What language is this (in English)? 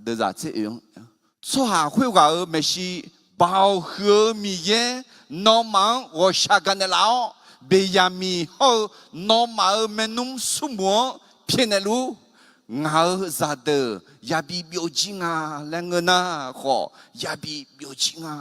Akha